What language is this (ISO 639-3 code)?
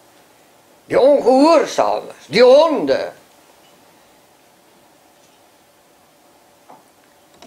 afr